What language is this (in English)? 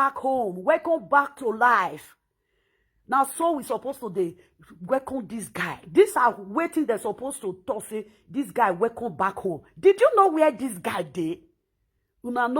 Nigerian Pidgin